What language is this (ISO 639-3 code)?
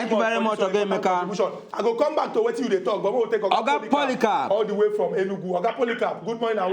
pcm